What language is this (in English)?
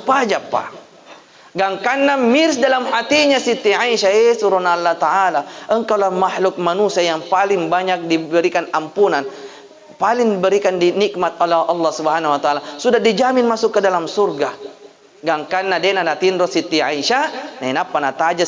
Buginese